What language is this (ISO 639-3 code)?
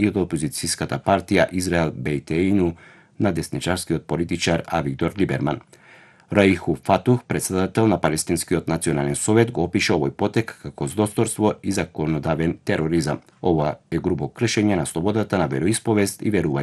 mkd